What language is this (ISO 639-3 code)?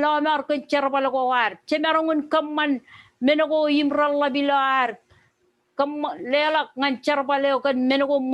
mah